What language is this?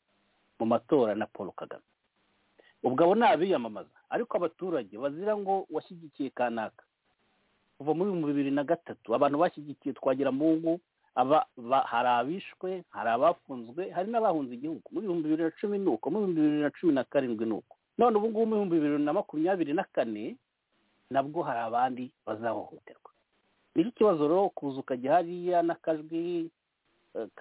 Kinyarwanda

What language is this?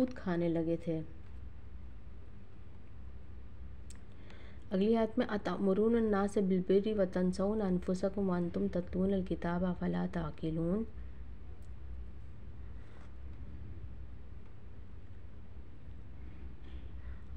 Urdu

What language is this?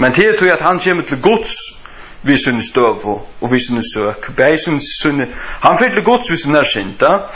Faroese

